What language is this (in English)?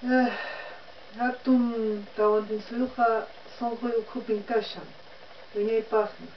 Quechua